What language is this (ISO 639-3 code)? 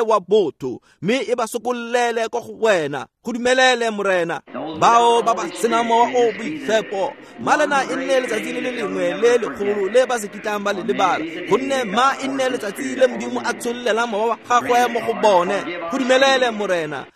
tsn